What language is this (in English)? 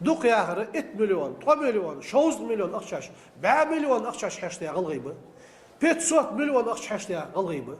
Ingush